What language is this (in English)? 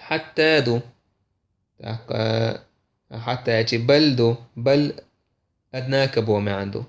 Chechen